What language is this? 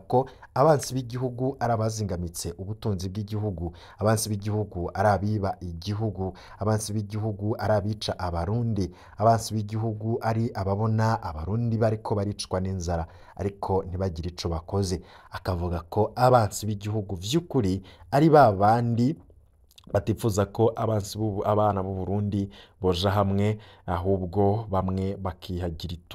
Rundi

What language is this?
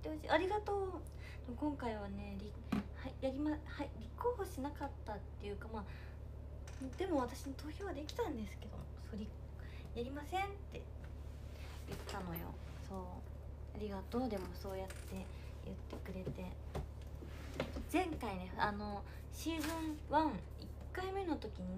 Japanese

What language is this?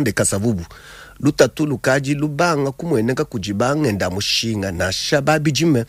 Luba-Lulua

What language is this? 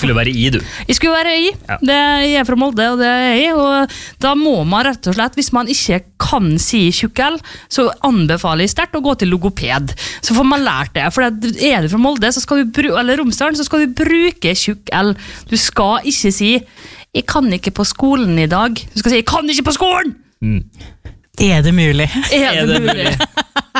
Norwegian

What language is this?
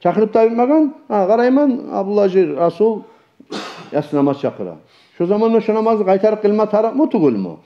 Kumyk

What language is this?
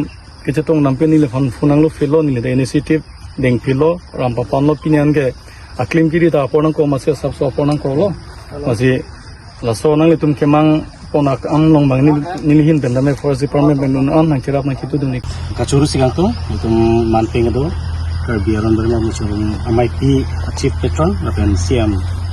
Karbi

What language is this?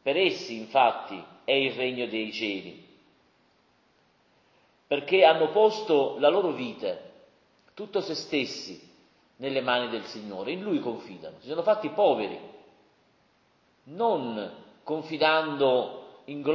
Italian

